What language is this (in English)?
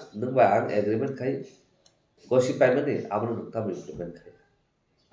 Kok Borok